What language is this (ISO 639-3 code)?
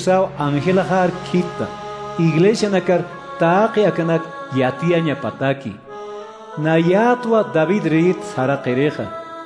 aym